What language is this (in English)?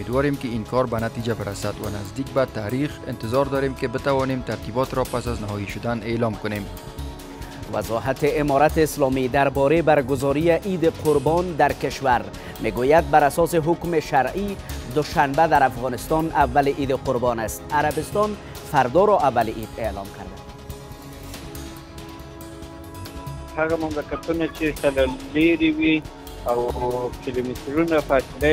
Persian